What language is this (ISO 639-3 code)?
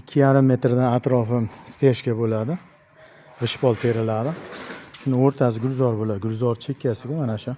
uzb